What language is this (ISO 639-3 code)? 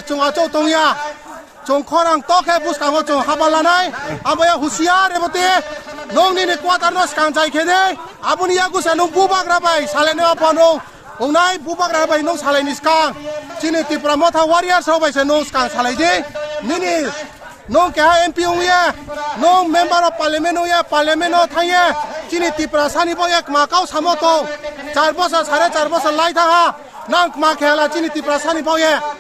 trp